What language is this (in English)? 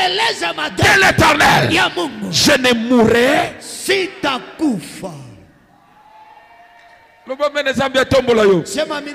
Swahili